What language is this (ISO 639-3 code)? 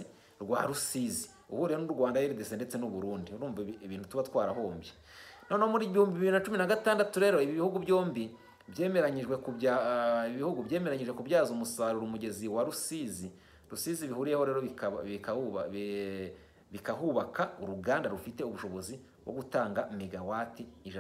kin